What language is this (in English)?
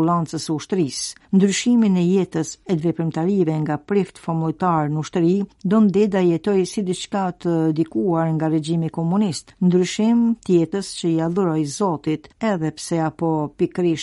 Albanian